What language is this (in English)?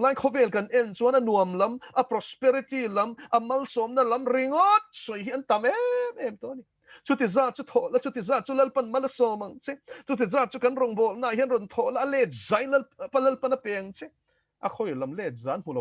Mizo